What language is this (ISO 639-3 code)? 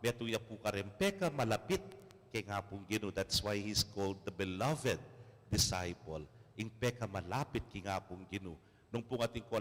pam